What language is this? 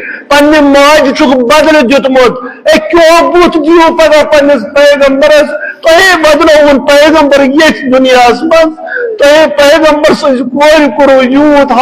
Kashmiri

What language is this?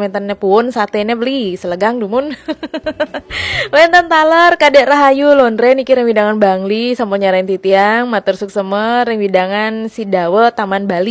Balinese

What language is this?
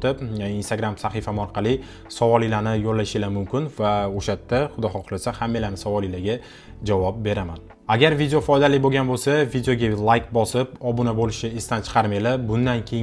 Uzbek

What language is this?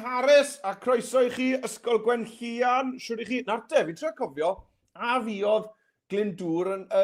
Welsh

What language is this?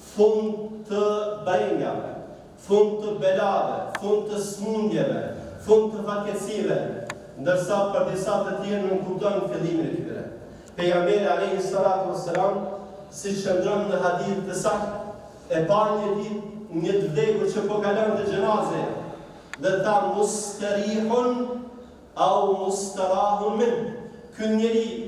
Albanian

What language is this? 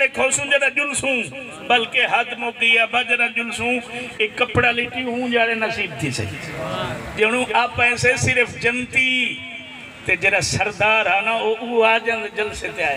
Saraiki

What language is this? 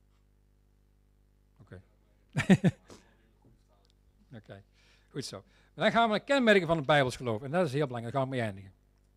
Dutch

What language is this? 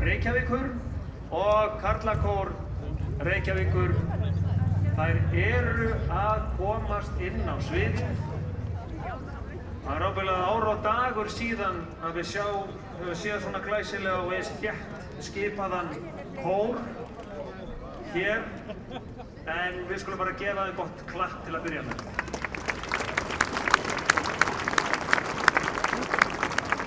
Icelandic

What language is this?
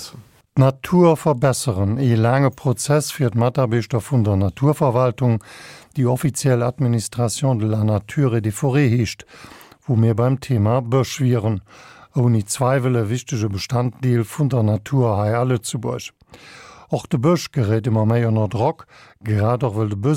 Luxembourgish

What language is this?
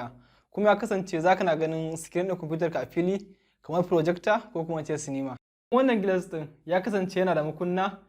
Hausa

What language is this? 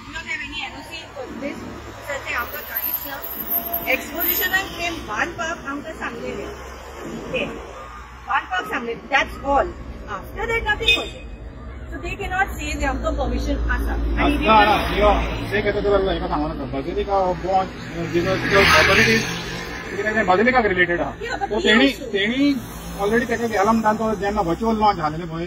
Konkani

